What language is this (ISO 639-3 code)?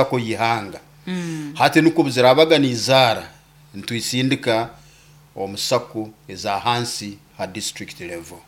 nyo